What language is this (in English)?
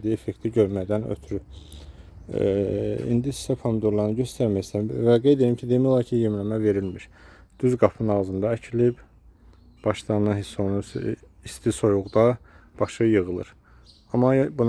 Azerbaijani